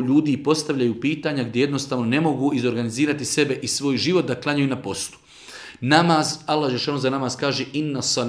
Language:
Bosnian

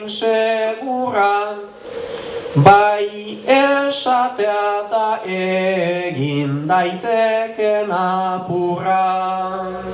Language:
Basque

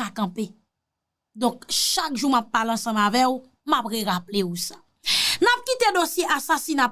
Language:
Haitian Creole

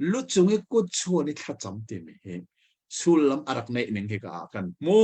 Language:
Hakha Chin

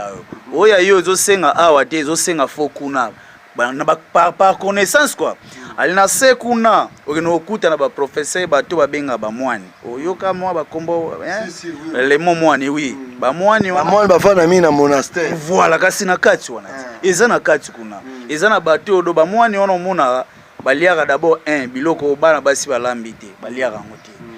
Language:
Lingala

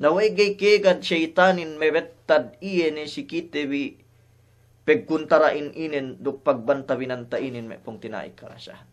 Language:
Yakan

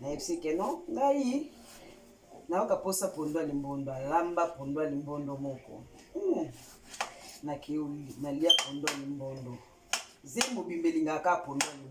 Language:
Lingala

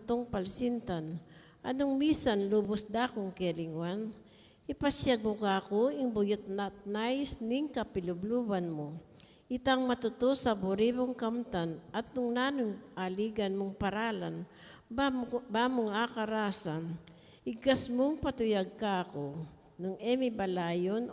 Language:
Pampanga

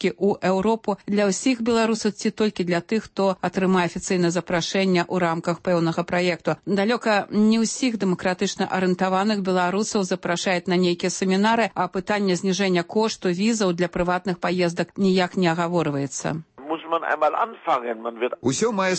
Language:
Belarusian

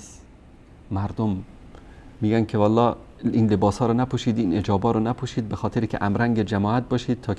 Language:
Persian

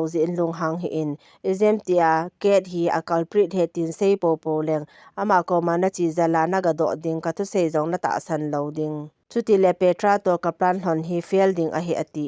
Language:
Thado Chin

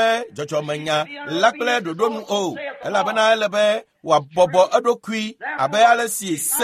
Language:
Ewe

